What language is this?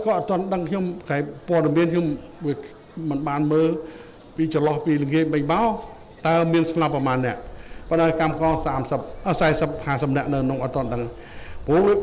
Khmer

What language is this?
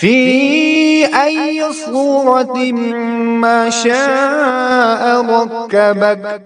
Kashmiri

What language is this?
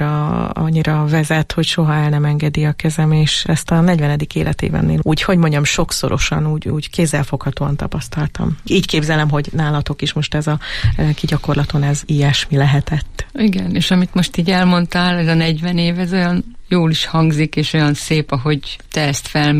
Hungarian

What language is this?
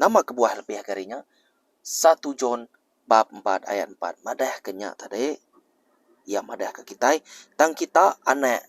Iban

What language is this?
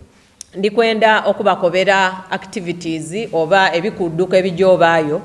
Soga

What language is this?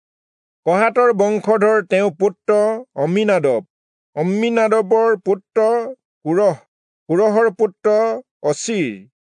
Assamese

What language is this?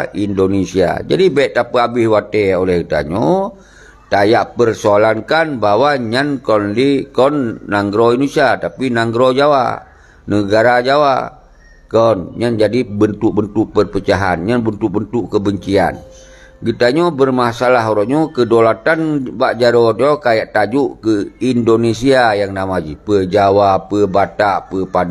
Achinese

